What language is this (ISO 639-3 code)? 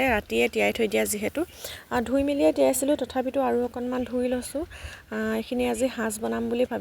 asm